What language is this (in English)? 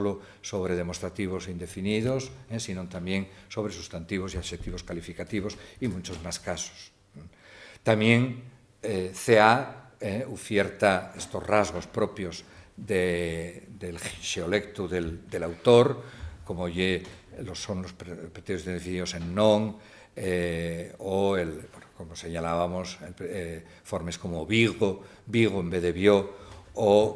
Asturian